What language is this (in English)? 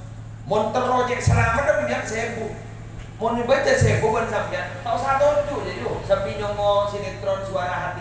Madurese